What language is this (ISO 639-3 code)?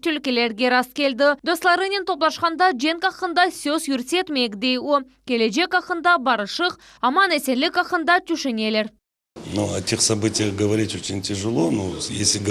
crh